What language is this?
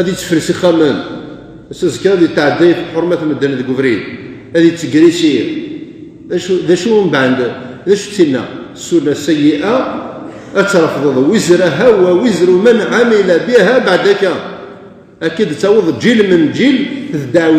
Kabyle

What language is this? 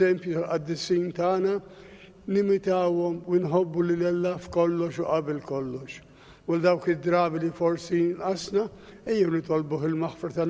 Maltese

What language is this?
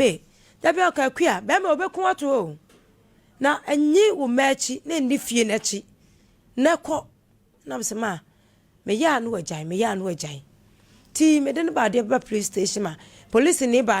Akan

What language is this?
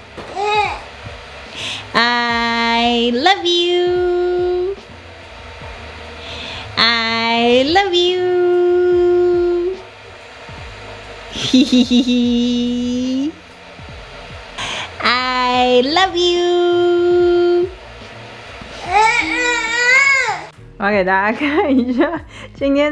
Chinese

